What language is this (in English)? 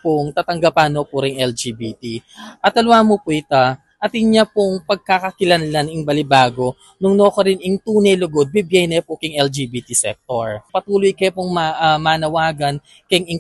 Pampanga